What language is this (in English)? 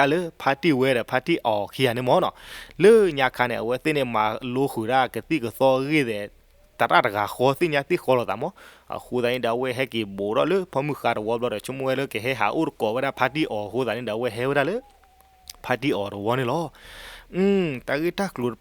S'gaw Karen